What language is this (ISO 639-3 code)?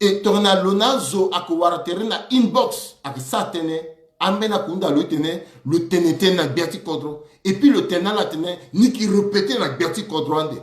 sag